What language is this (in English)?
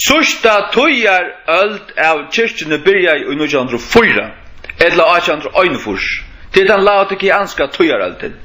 Faroese